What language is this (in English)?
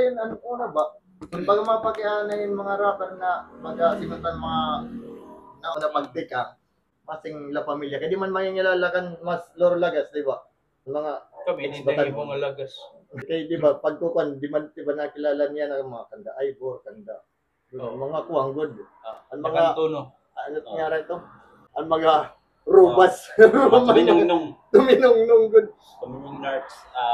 Waray